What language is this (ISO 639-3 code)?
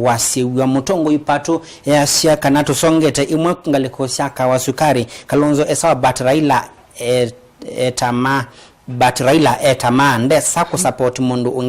kam